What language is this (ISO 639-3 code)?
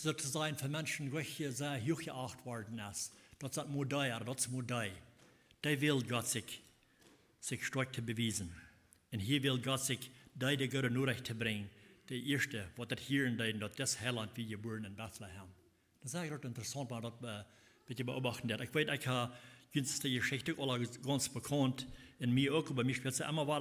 pdt